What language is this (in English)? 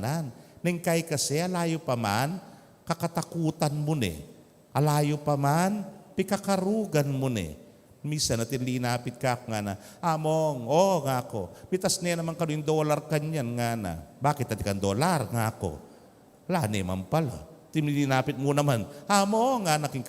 Pampanga